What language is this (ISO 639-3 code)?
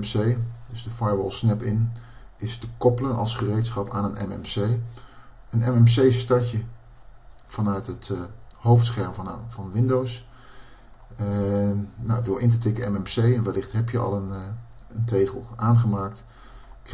nld